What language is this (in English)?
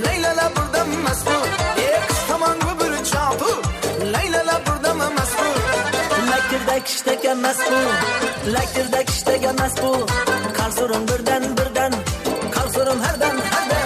Kara-Kalpak